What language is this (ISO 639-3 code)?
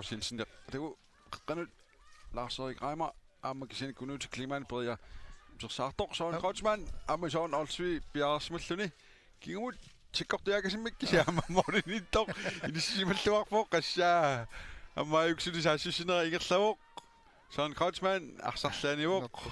kal